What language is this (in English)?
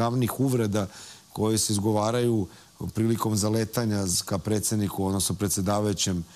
Serbian